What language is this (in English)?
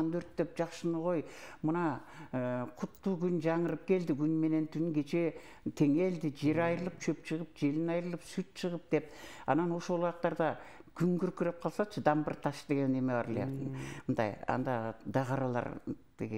Kyrgyz